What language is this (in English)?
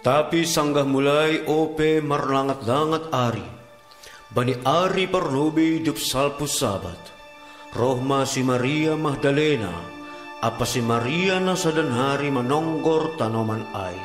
Batak Simalungun